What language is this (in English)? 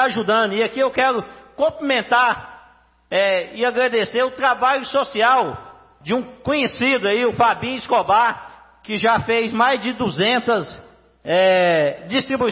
Portuguese